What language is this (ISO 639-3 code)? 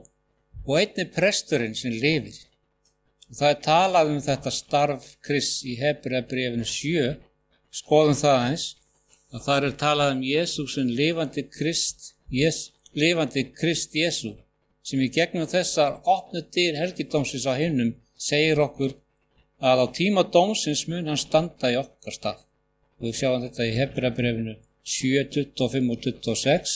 isl